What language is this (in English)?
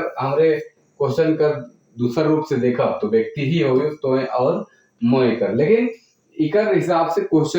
Sadri